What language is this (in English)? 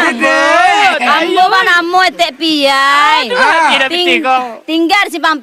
Minangkabau